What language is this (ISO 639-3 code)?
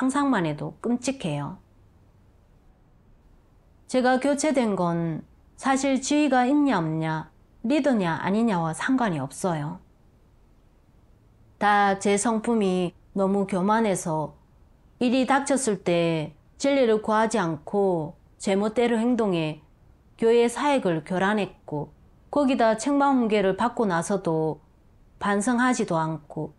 kor